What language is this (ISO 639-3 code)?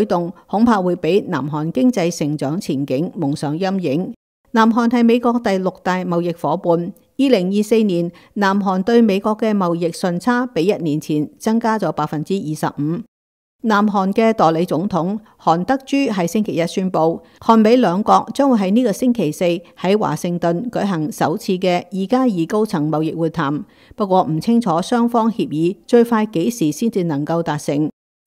yue